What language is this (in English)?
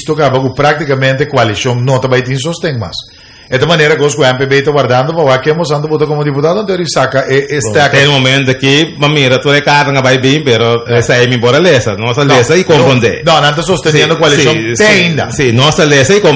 Papiamento